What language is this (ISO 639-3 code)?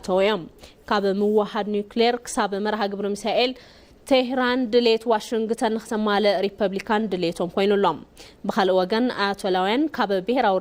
tir